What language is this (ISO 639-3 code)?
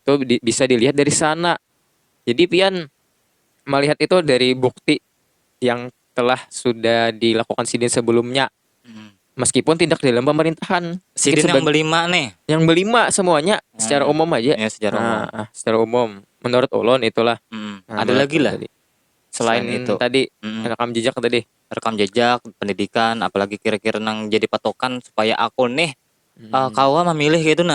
bjn